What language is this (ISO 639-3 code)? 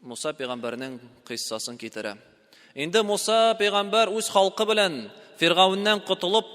tat